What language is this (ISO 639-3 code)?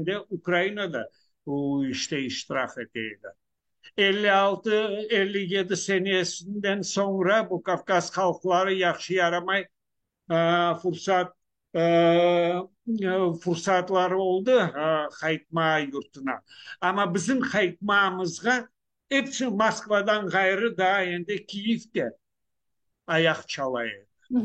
crh